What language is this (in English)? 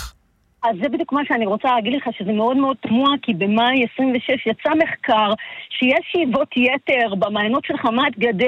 Hebrew